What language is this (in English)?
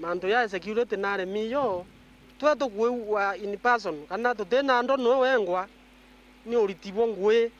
Meru